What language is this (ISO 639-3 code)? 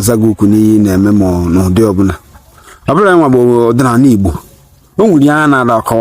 ibo